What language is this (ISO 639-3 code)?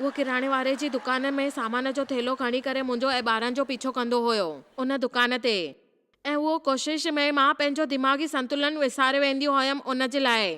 snd